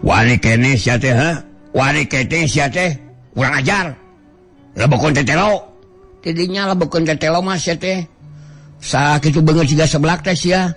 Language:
Sundanese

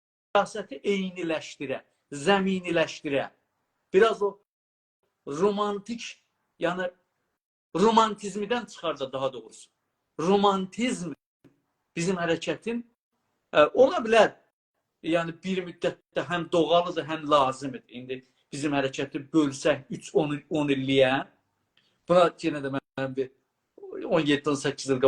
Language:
South Azerbaijani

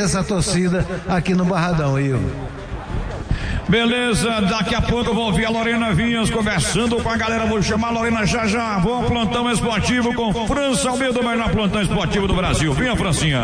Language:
Portuguese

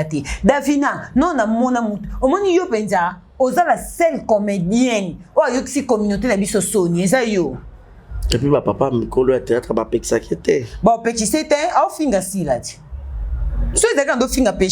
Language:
Lingala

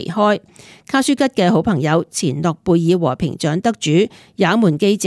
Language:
Cantonese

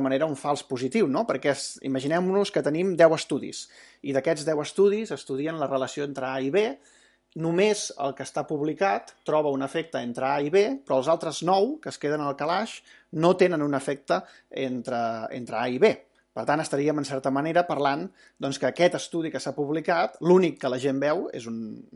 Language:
Catalan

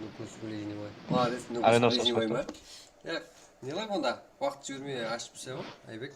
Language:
Kara-Kalpak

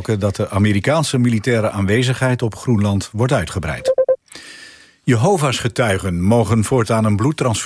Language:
Dutch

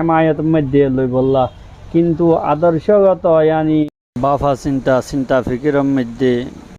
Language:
Rohingya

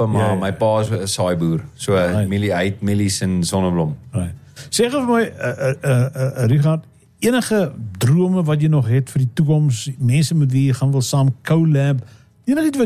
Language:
Afrikaans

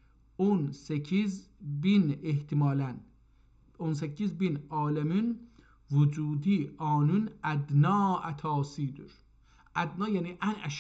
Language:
South Azerbaijani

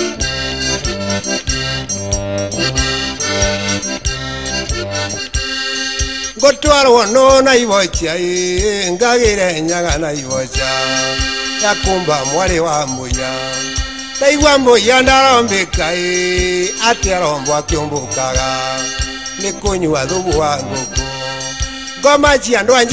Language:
Kikuyu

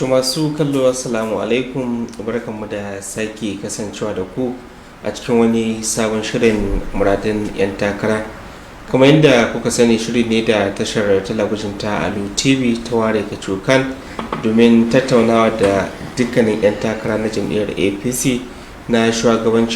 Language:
Hausa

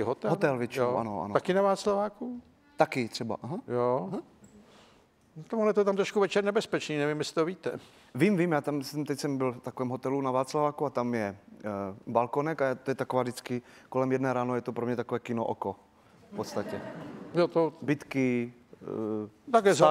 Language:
Czech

